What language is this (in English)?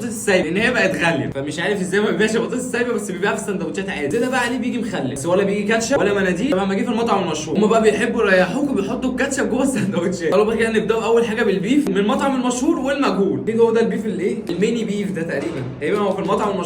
Egyptian Arabic